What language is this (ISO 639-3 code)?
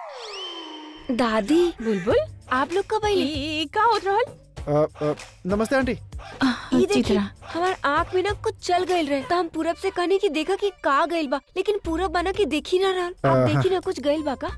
bho